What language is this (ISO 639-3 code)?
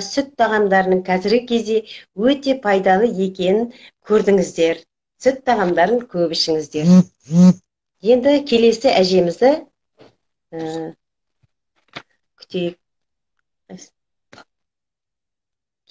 kaz